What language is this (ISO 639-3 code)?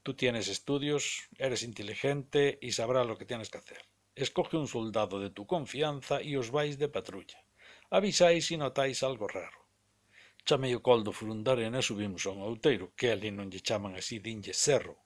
glg